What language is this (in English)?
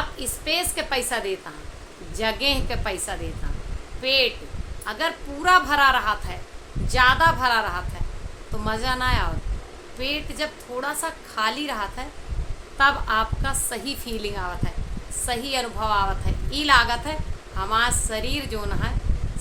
Awadhi